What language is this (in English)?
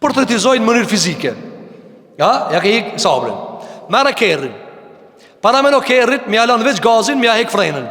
Albanian